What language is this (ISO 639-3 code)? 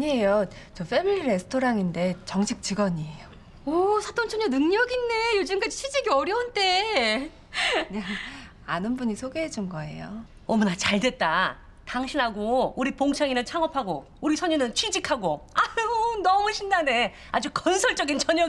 kor